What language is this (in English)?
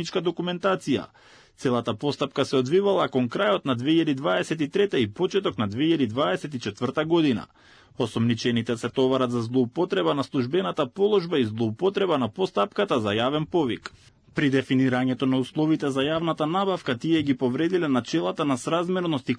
Macedonian